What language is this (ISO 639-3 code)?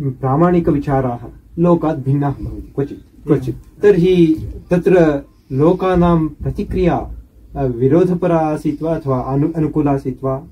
san